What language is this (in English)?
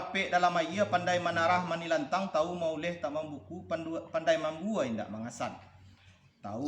Minangkabau